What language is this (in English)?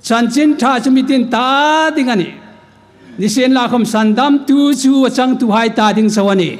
Hmar